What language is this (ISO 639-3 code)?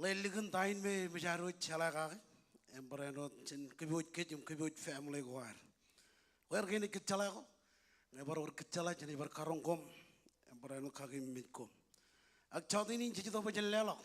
mah